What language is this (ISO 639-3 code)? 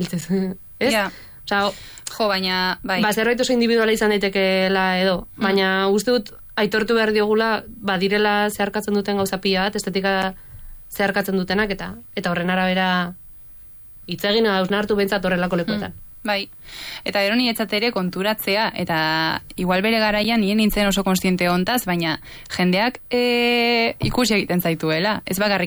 eus